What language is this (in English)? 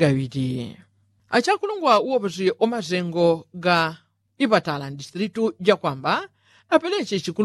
Yao